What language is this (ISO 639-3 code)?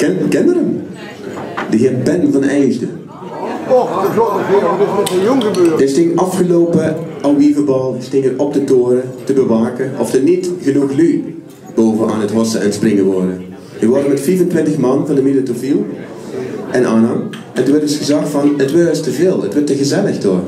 lim